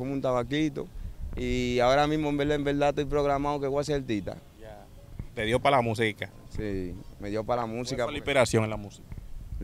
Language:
Spanish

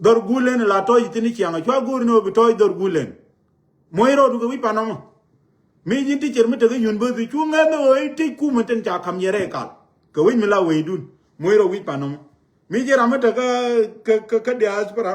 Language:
Nuer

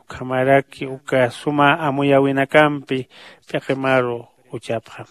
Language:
Aymara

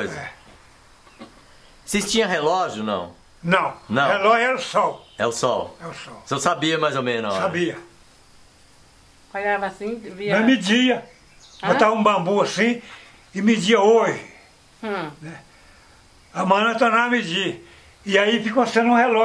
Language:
Portuguese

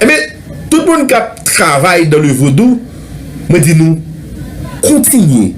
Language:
Haitian Creole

